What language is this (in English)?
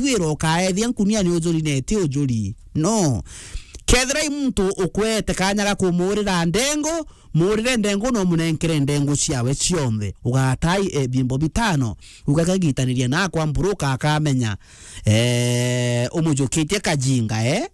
Meru